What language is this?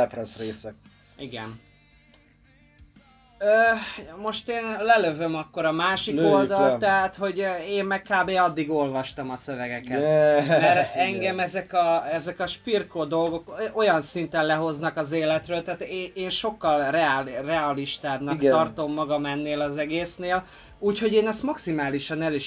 Hungarian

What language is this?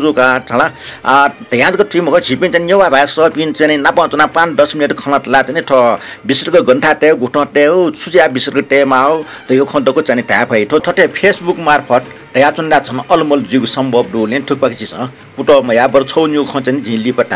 Newari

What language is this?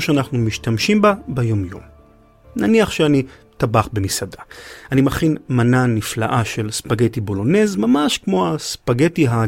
Hebrew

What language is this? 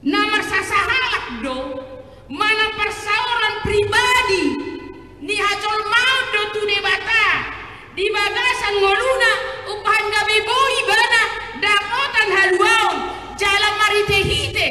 Batak Toba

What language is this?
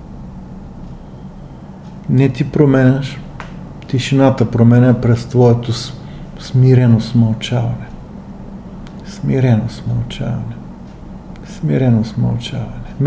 Bulgarian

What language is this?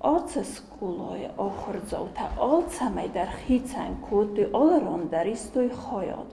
Ossetic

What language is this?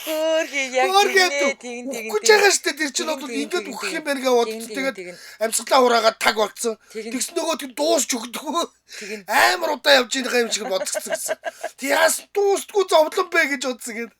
Mongolian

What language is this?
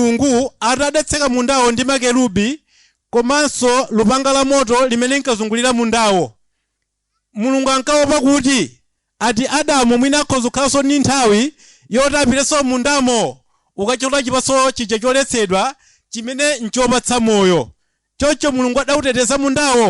Nyanja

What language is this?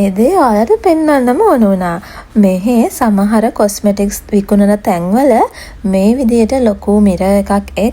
Sinhala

